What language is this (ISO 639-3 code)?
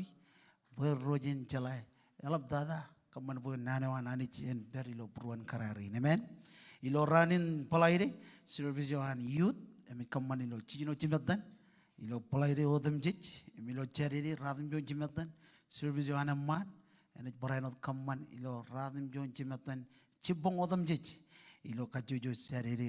mah